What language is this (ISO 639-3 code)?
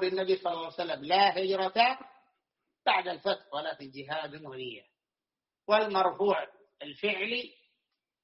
ara